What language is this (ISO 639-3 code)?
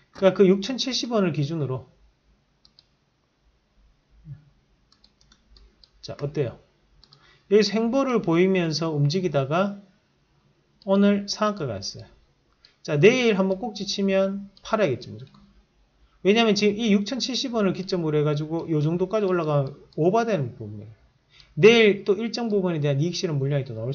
kor